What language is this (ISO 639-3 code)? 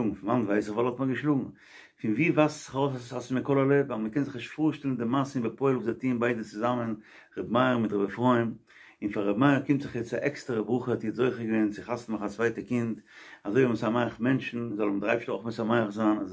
yid